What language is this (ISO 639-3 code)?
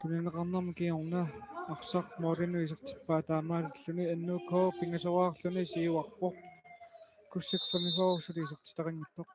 kal